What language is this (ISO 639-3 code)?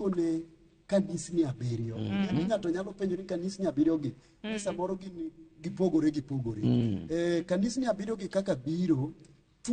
luo